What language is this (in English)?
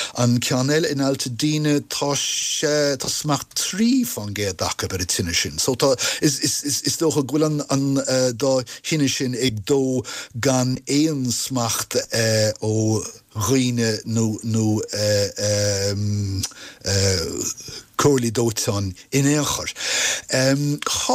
Irish